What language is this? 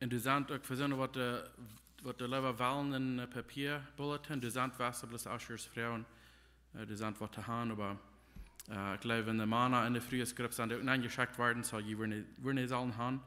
Plautdietsch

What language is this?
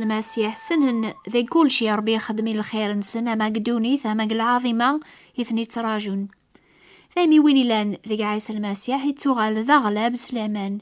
Kabyle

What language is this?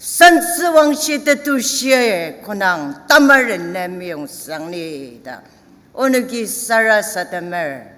Ao Naga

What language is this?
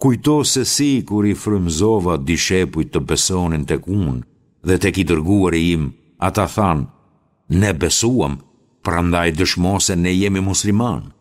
Albanian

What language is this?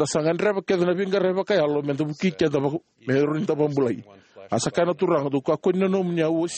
Fijian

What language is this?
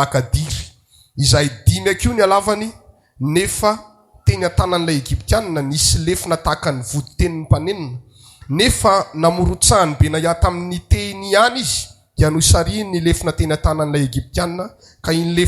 Malagasy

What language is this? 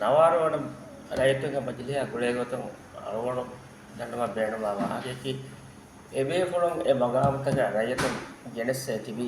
Divehi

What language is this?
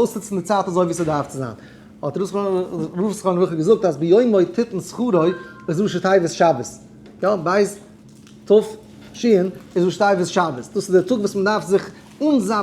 Yiddish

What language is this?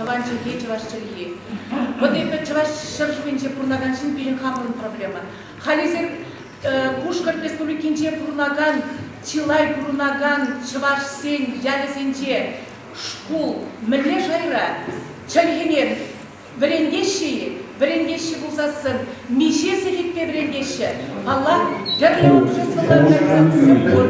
Chuvash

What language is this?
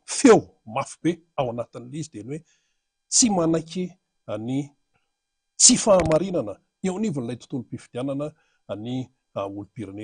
Malagasy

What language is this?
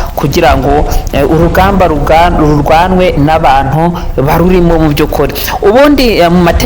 Kinyarwanda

